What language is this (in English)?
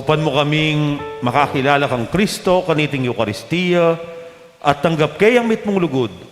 Pampanga